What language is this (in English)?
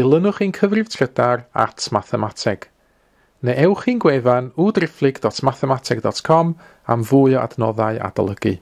Welsh